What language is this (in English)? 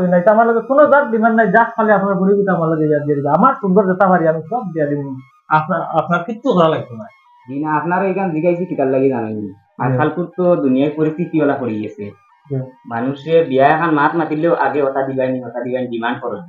Sylheti